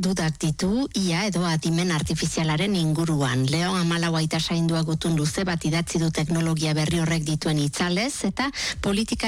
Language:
Basque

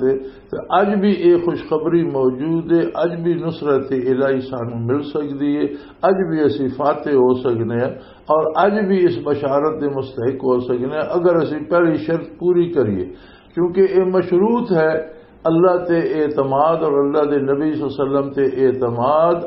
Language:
Western Panjabi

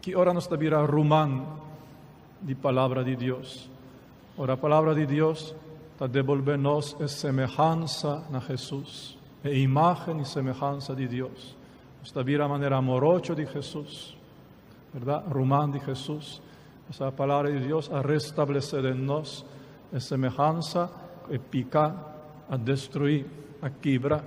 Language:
Papiamento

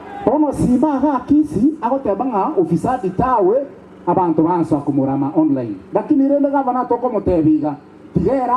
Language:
Gusii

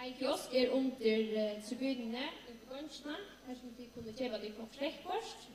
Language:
Faroese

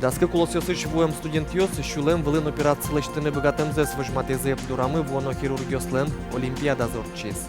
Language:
Udmurt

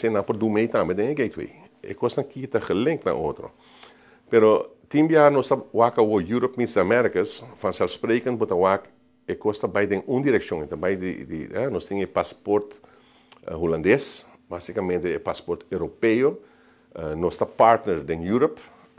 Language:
Papiamento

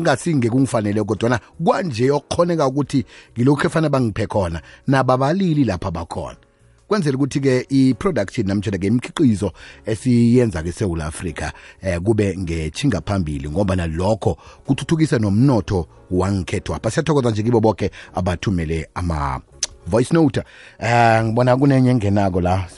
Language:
South Ndebele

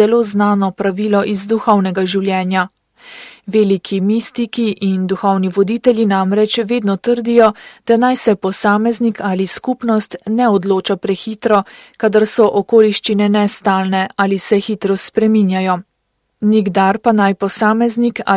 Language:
Slovenian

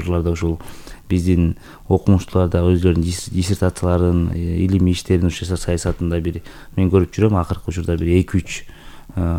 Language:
Kyrgyz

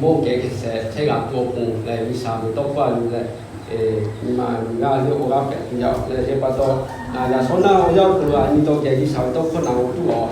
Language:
Lahu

